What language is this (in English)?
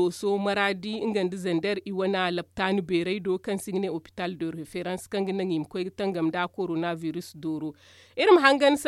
Zarma